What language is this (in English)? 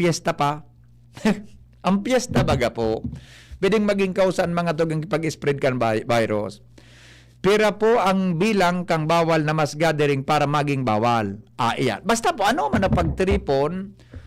Bikol